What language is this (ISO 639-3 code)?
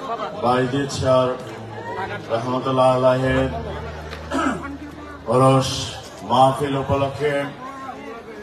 ben